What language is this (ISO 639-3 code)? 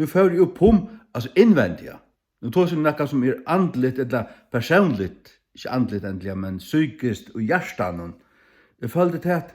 fao